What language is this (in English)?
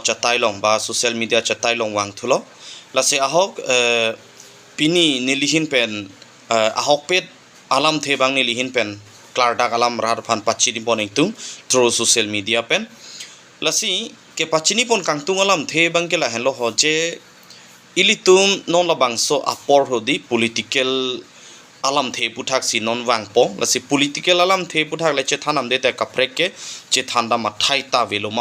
Karbi